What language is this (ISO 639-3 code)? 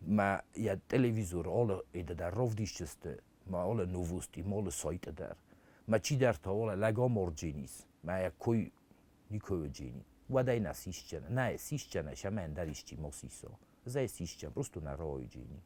oss